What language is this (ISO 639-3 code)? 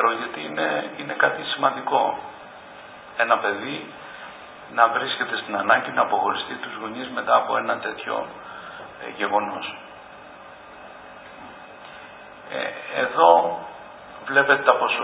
ell